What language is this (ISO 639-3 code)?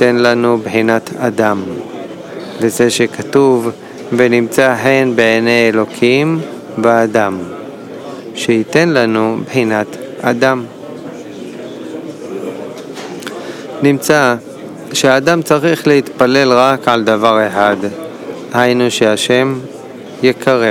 heb